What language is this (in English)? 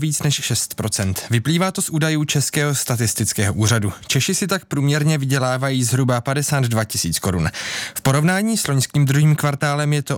Czech